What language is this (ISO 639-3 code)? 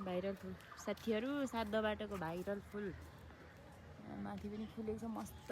nep